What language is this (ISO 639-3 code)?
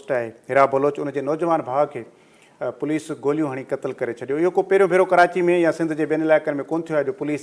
snd